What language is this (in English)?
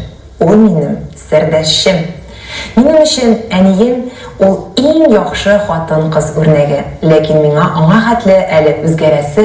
Tatar